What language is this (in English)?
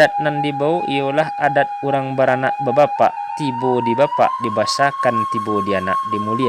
Minangkabau